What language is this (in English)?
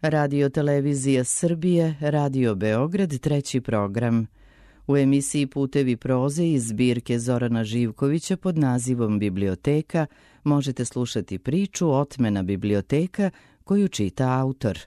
Serbian